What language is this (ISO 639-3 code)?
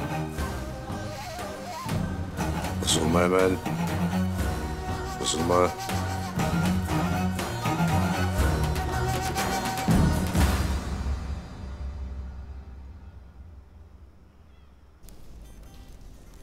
tur